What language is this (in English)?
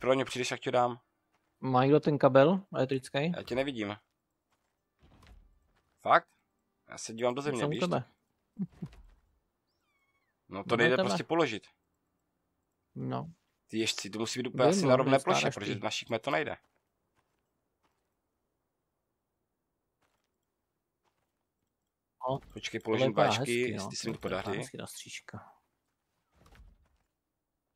Czech